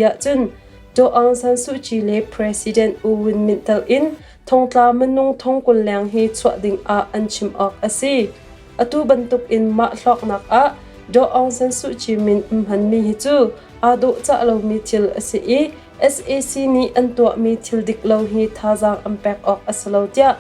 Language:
Hakha Chin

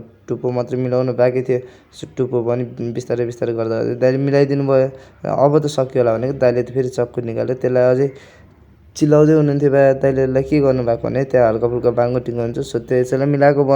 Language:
Nepali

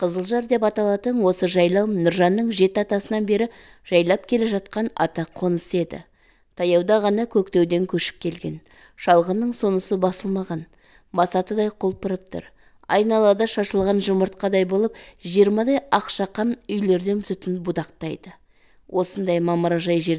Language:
Kazakh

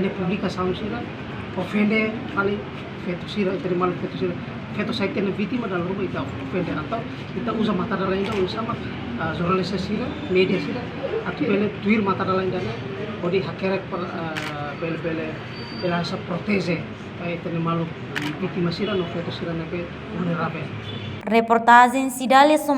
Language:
Tetum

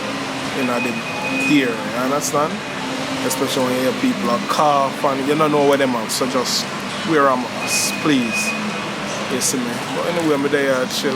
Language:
Jamaican Creole English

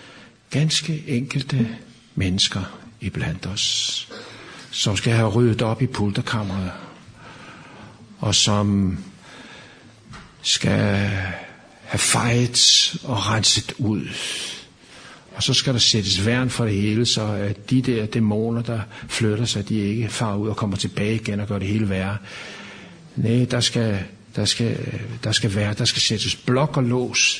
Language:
Danish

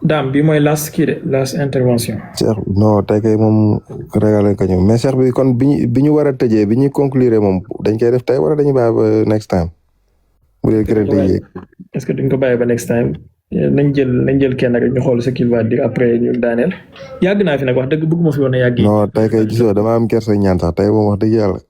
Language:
Wolof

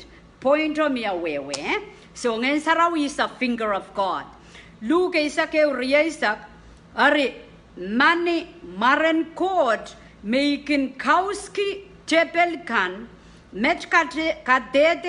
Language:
Pohnpeian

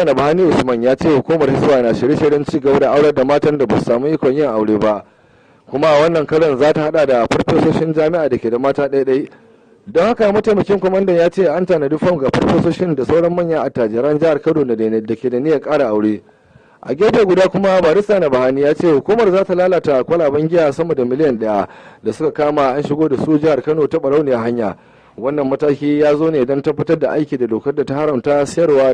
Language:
Hausa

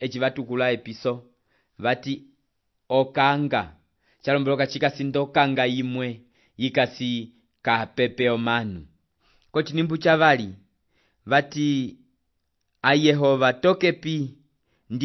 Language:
Umbundu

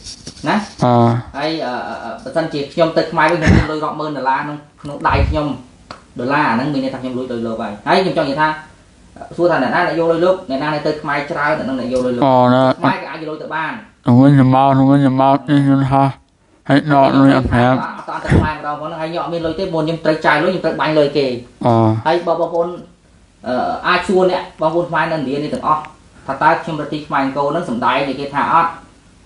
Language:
Khmer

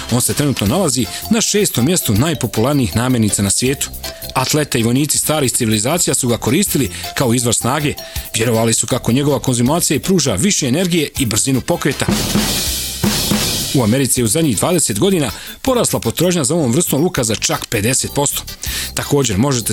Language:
Bosnian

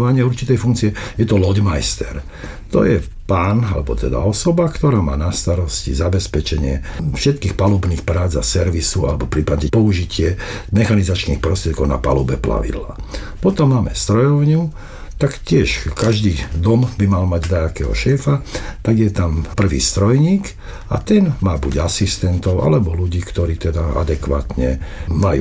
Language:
Slovak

